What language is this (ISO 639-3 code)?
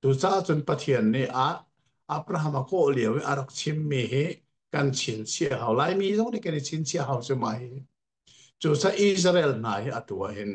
cnh